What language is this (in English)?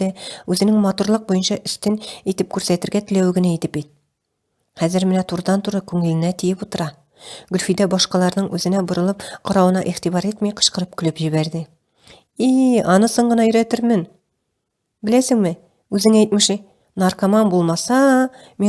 Tatar